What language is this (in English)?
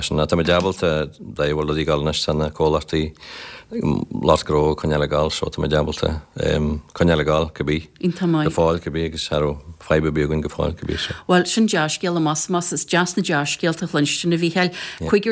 Irish